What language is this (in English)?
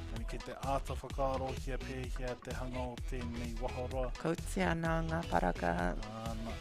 Māori